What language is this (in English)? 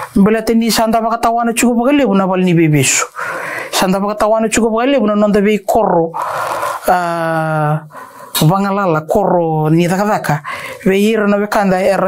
Fijian